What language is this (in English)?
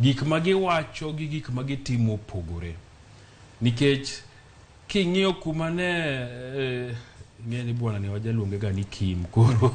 Luo (Kenya and Tanzania)